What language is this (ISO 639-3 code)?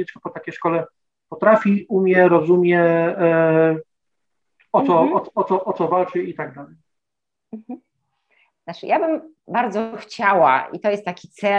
pol